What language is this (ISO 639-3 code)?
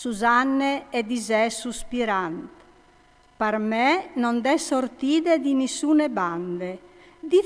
fur